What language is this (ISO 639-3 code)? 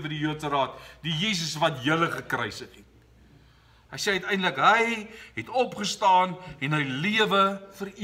afr